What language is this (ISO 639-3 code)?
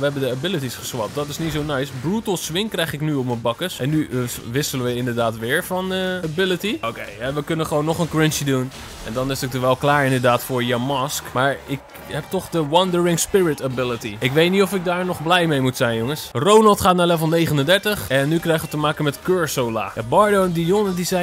nld